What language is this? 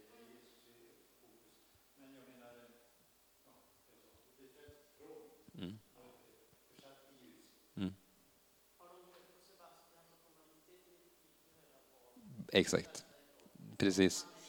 Swedish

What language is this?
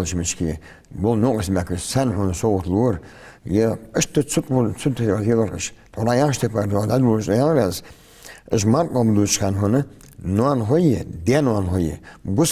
Ingush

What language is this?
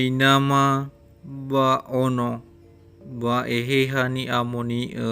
Nias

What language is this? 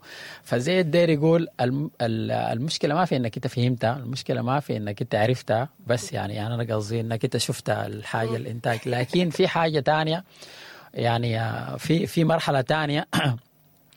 Sudanese Arabic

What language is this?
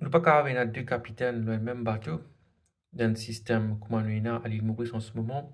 Morisyen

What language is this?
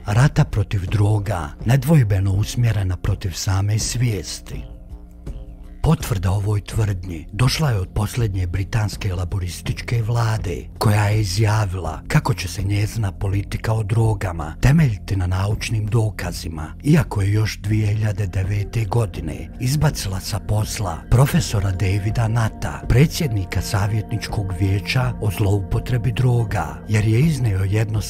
Bosnian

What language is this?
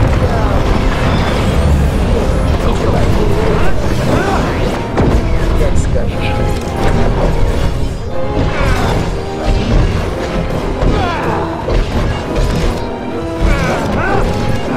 Russian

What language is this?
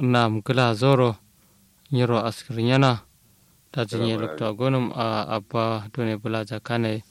Kanuri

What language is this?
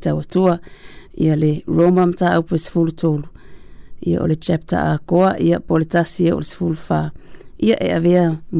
Samoan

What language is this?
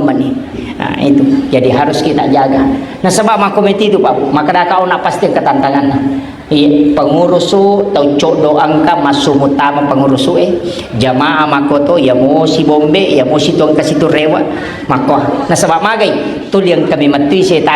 Buginese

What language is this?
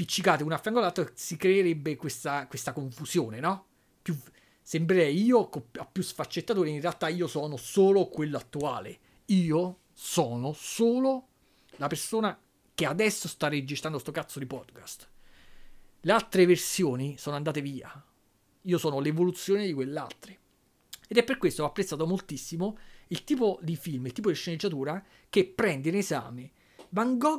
Italian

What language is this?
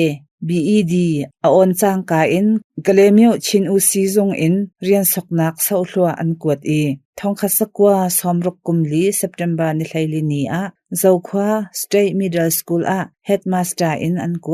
Hakha Chin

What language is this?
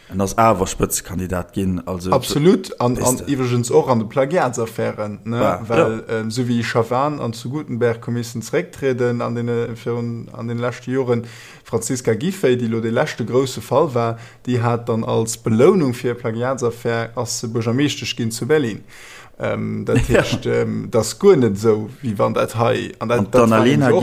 Luxembourgish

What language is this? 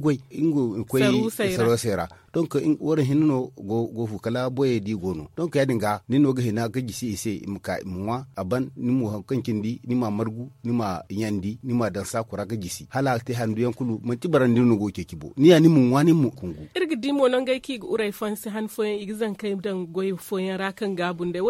Zarma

